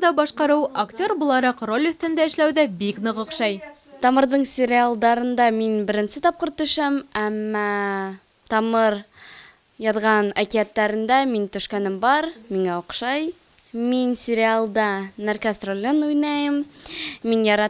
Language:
Bashkir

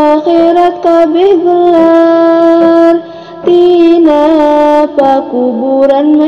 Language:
Sundanese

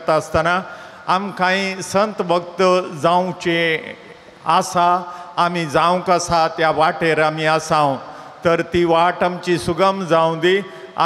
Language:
Konkani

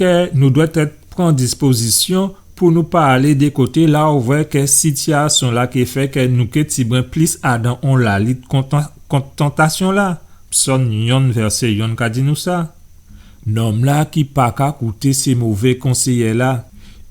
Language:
Guadeloupean Creole French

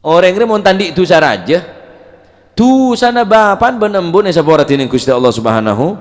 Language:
Madurese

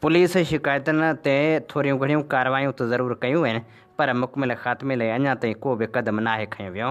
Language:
Sindhi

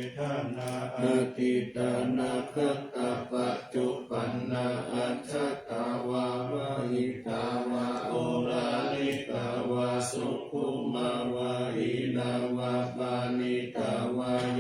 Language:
Pali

